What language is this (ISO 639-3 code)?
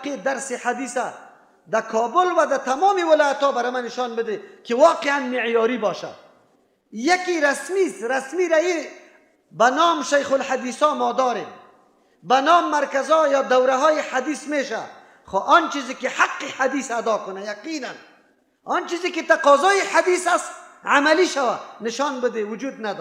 fas